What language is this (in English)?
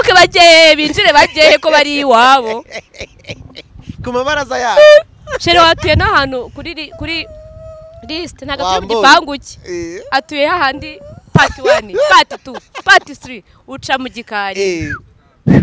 Kinyarwanda